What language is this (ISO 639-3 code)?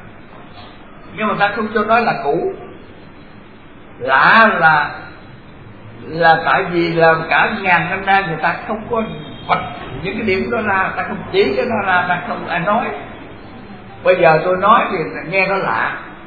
vie